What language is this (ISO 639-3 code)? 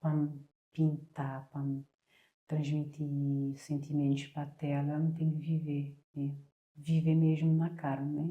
kea